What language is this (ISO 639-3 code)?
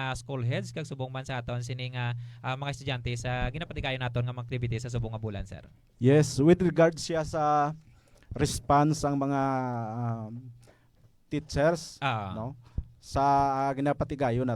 hil